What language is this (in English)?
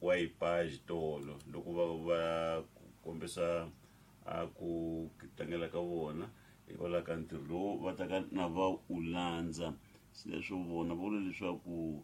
Tsonga